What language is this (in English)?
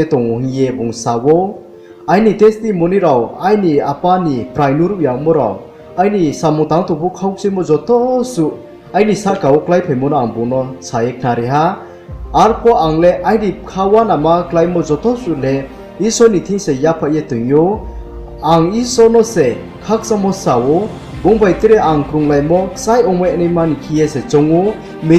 Riang (India)